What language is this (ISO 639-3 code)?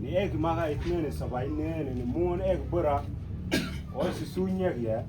mfz